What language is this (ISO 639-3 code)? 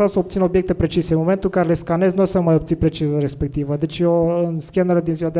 ron